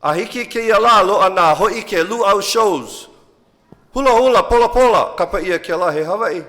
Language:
Hawaiian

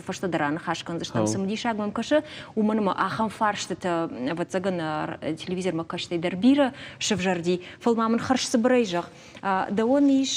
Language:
Ossetic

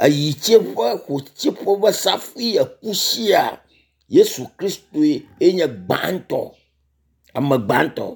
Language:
Ewe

